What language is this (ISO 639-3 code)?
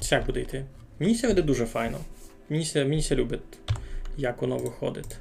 rue